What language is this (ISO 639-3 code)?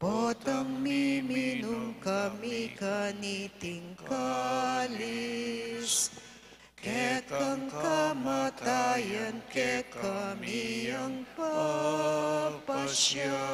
pam